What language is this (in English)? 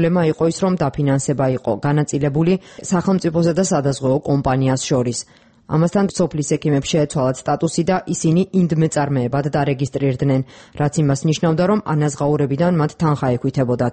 Georgian